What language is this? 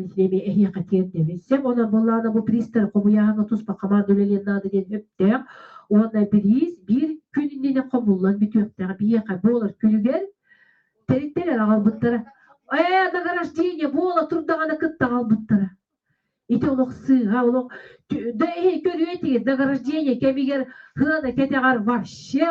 Yakut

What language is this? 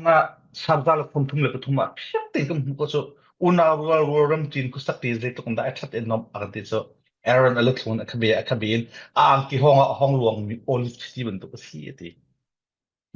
Falam Chin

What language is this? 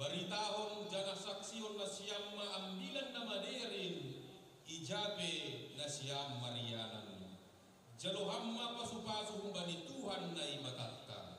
Batak Simalungun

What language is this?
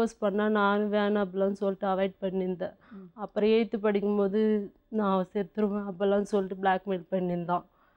Tamil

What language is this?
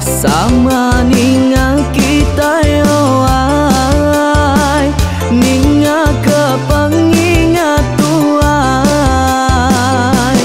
Iban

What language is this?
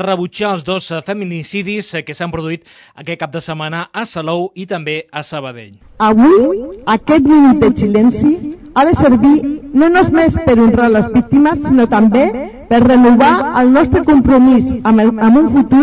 Catalan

